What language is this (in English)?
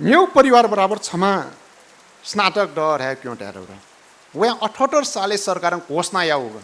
Newari